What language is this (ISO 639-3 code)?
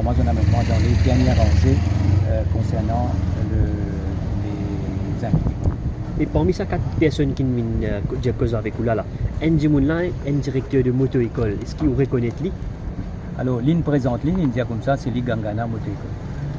mfe